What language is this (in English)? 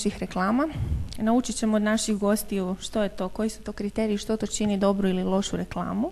Croatian